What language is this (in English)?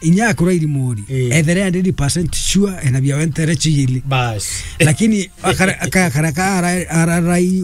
Meru